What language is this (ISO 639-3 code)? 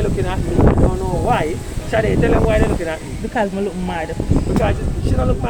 jam